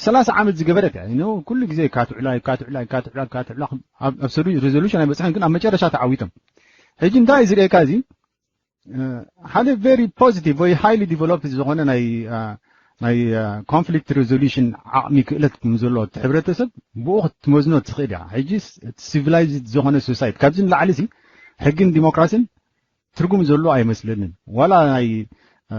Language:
Tigrinya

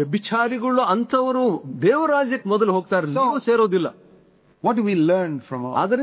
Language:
Kannada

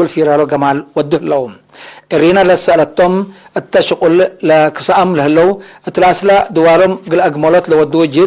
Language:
Tigre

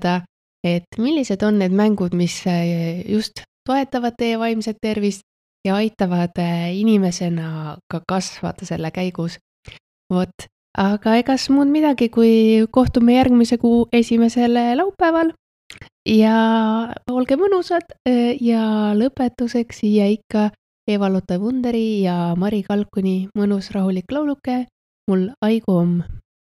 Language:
Estonian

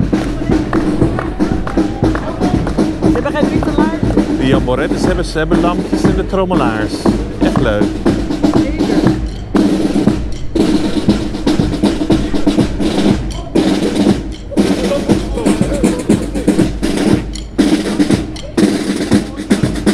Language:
Dutch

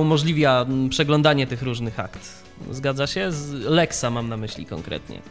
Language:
Polish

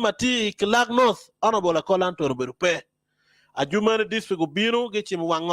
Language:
Acoli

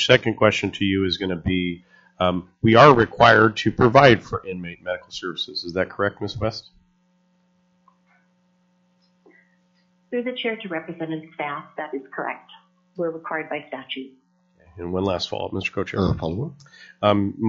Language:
English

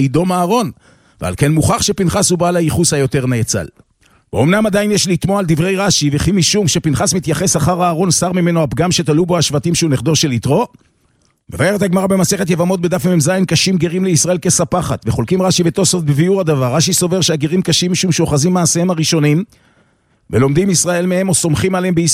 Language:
Hebrew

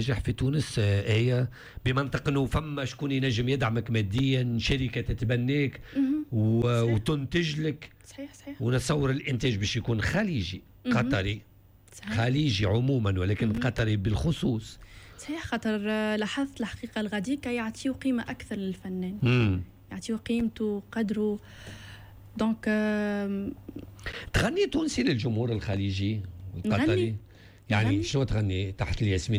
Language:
Tunisian Arabic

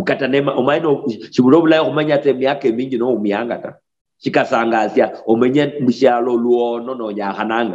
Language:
Luyia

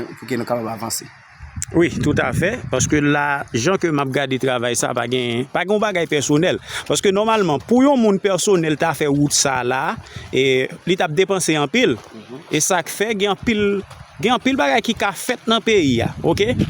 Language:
Haitian Creole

